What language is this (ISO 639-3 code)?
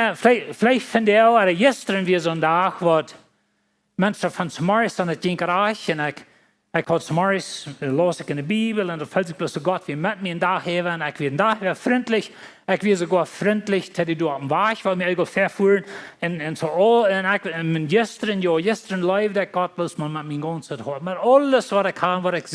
pdt